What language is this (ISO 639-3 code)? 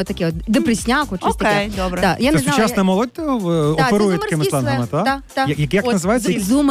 ukr